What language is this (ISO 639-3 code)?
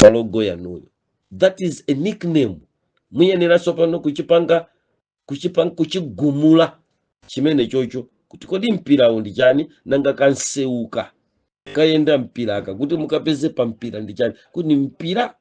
nya